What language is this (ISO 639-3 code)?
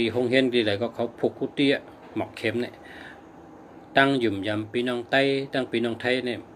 shn